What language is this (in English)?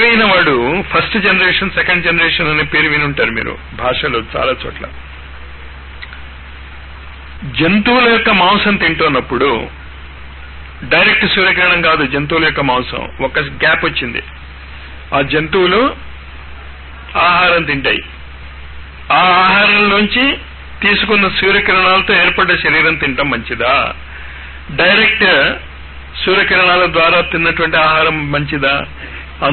Telugu